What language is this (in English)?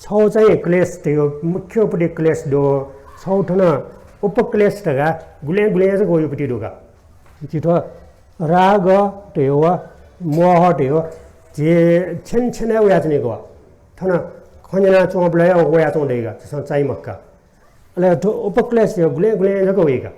Newari